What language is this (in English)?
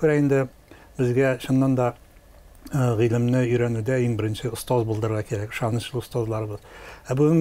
Tatar